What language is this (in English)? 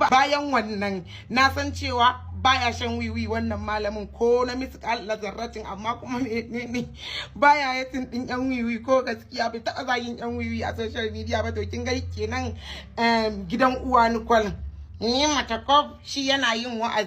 Hausa